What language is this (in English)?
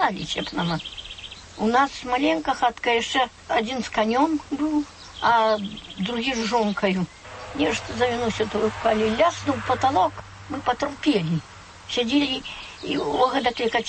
Belarusian